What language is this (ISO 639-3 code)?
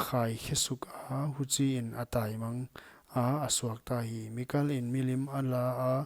pck